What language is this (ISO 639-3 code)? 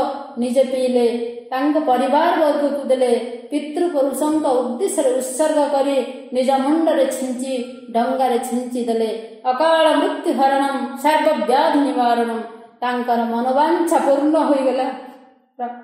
ori